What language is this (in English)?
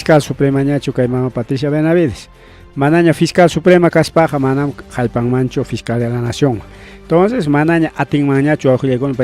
Ayacucho Quechua